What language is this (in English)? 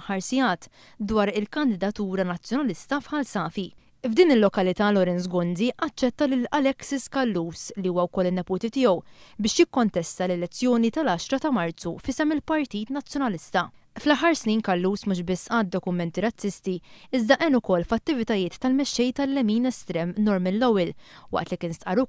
Maltese